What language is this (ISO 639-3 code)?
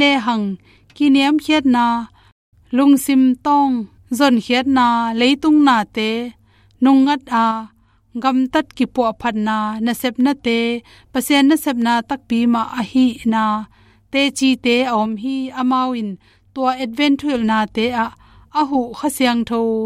ctd